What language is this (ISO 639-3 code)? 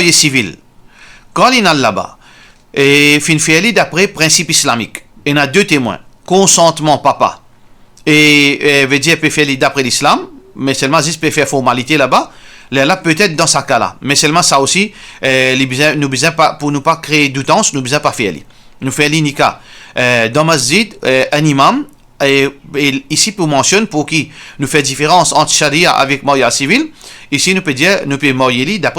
mfe